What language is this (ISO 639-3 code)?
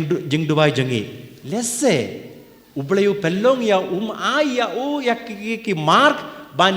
kha